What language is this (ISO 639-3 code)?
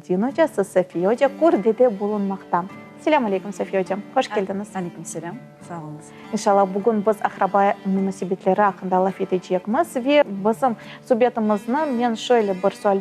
crh